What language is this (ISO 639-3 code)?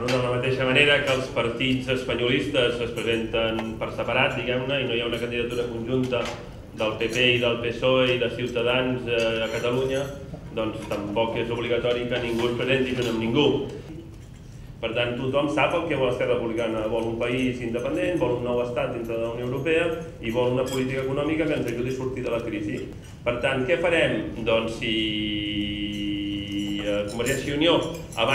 cat